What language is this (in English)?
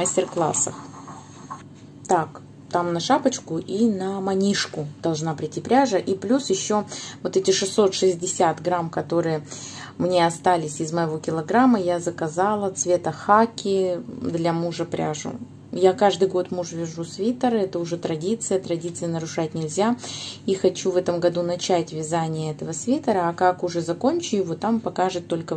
Russian